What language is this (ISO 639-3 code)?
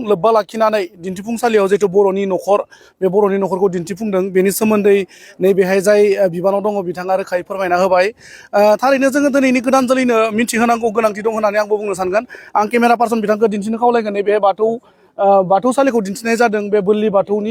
brx